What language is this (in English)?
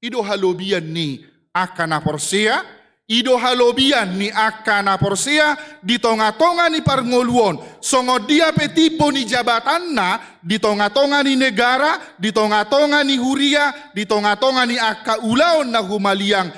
Batak Toba